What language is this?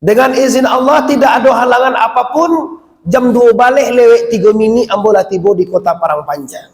Minangkabau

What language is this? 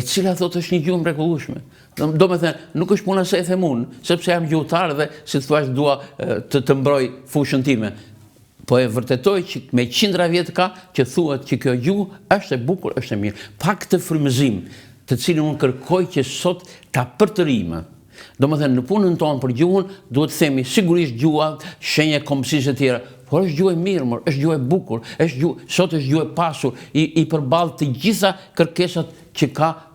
Albanian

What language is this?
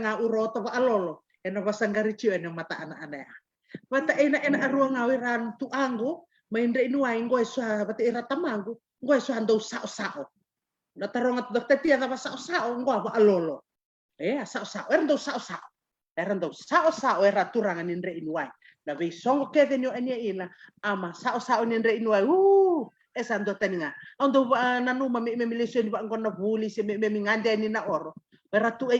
Fijian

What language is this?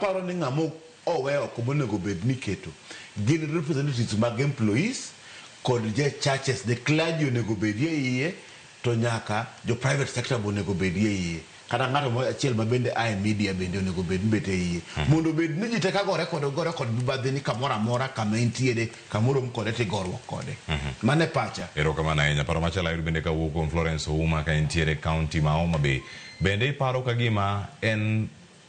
Luo (Kenya and Tanzania)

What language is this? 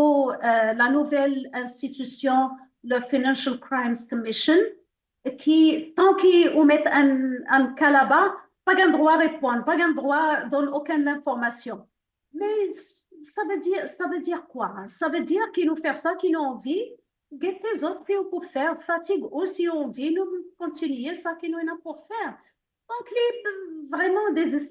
Morisyen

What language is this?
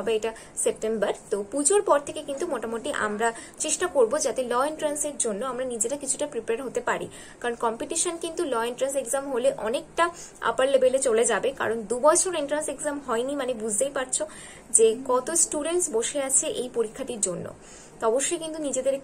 Bangla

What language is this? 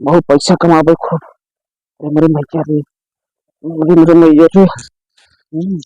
Awadhi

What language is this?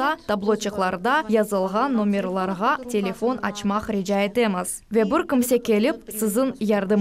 Crimean Tatar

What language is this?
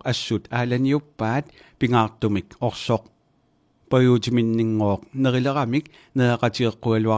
Kalaallisut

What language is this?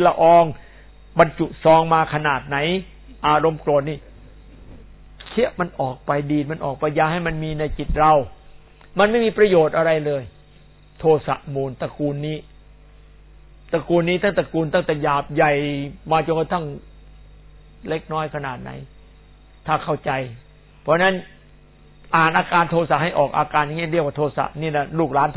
Thai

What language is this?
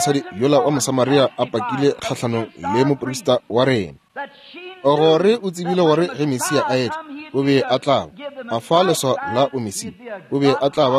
Northern Sotho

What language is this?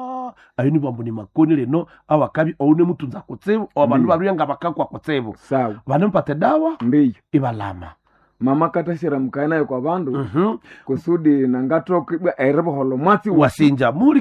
Nande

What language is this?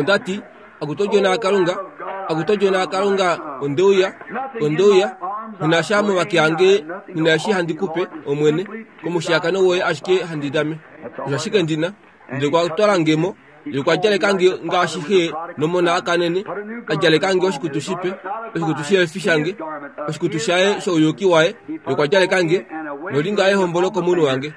Kuanyama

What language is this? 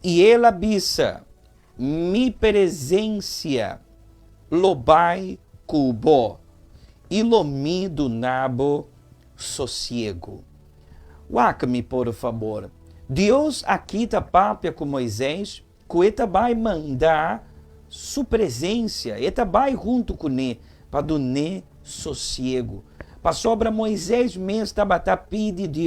Papiamento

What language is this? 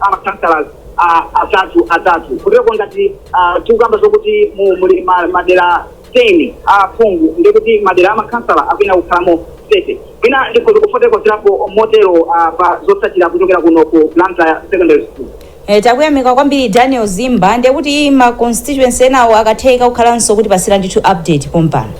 Nyanja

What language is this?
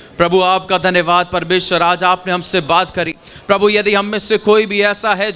Hindi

